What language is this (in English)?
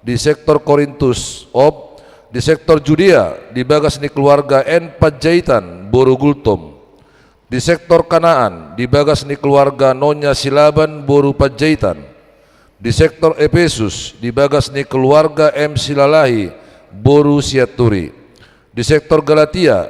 Batak Toba